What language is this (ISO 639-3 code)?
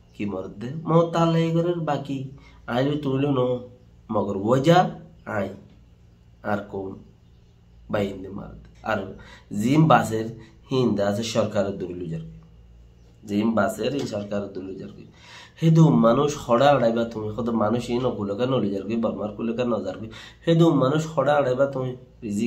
rhg